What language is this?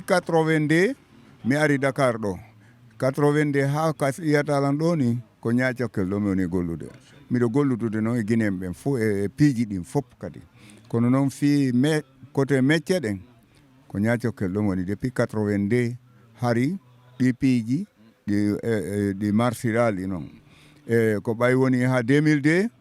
Fula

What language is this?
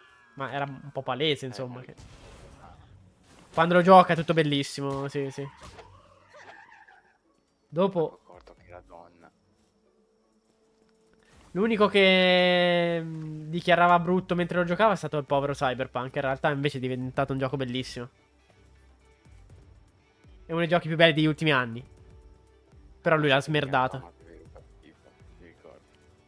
Italian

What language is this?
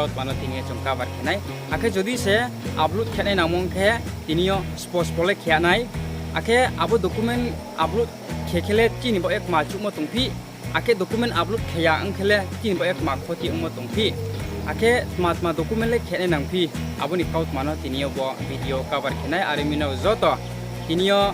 Riang (India)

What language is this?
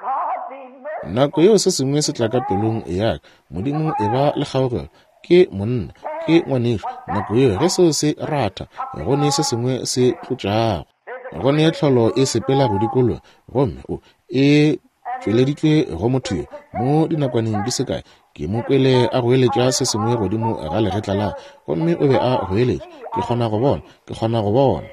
Northern Sotho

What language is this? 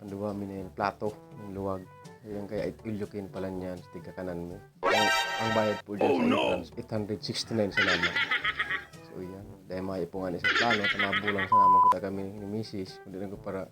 Bikol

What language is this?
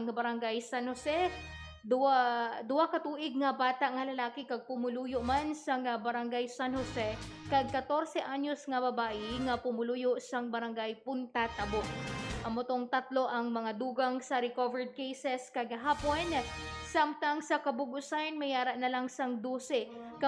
Hiligaynon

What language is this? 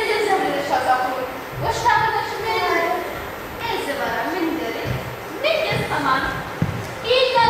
Chuvash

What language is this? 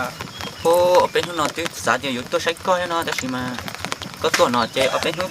Hmong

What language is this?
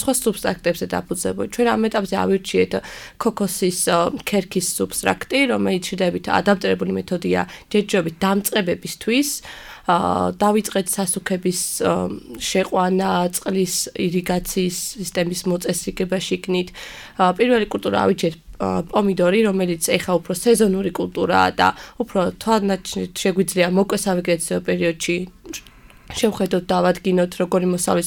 Georgian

